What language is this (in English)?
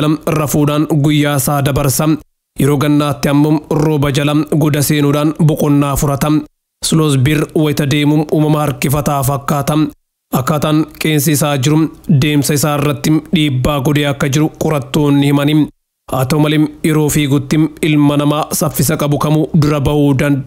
Oromo